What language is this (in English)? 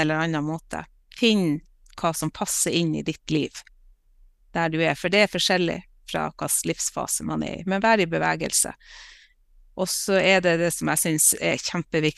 Norwegian